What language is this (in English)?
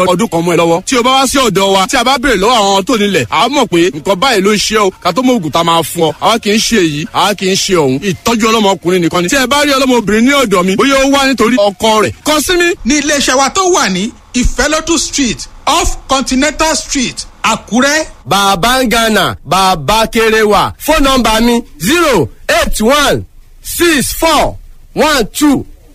Yoruba